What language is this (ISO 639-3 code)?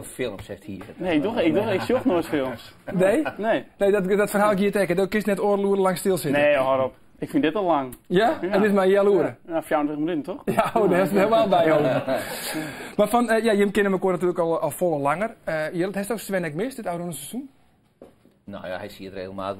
fry